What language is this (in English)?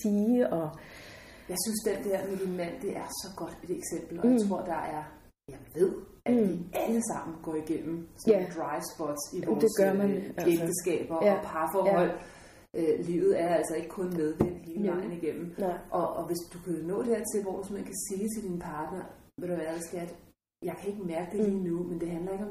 Danish